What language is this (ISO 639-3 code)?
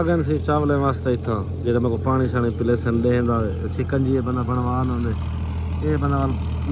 skr